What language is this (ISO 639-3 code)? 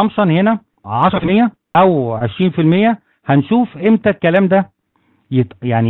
arz